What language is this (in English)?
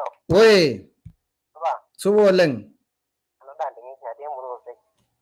Masai